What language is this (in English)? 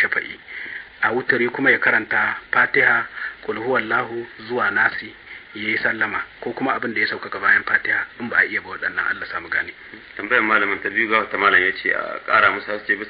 Hausa